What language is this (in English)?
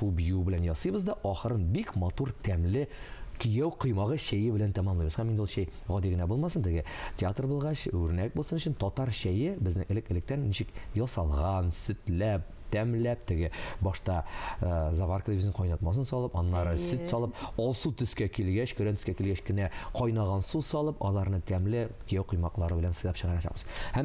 Tatar